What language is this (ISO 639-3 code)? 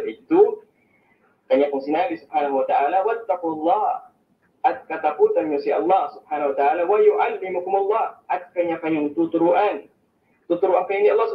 fil